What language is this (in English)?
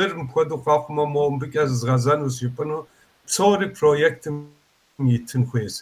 Kabardian